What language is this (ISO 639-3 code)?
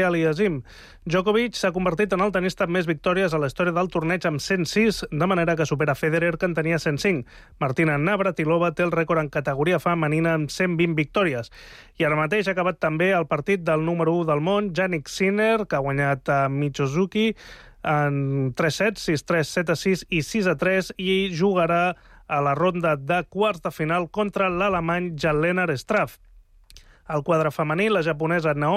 cat